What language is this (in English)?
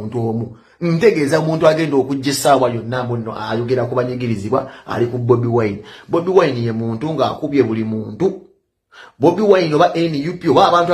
Ganda